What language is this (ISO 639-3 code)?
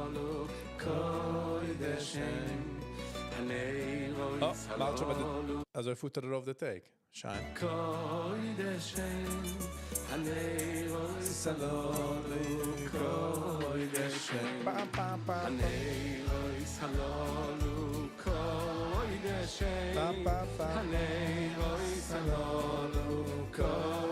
yid